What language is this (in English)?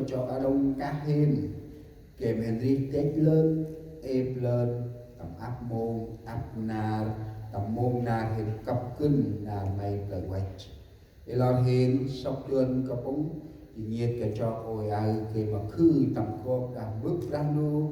Central Mnong